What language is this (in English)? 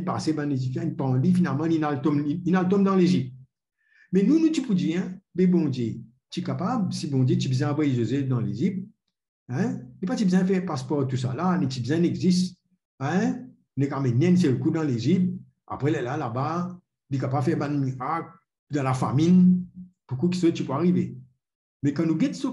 Morisyen